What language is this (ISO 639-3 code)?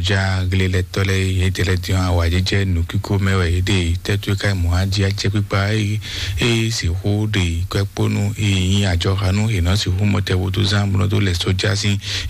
fon